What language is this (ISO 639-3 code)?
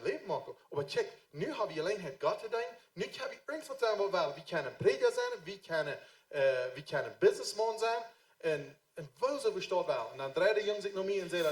pdt